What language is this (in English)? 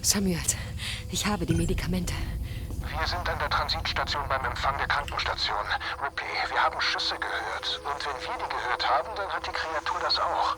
Bavarian